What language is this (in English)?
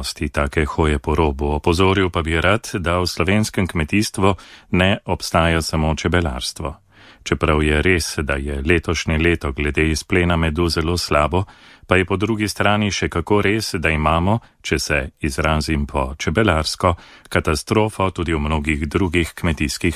Slovenian